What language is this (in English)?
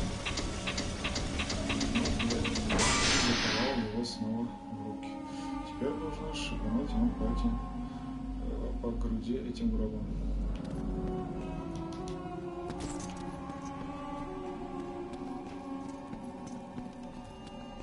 Russian